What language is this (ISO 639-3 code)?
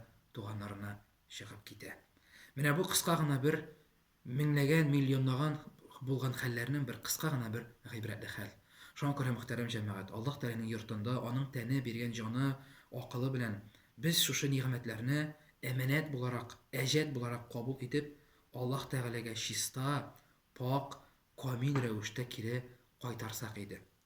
tat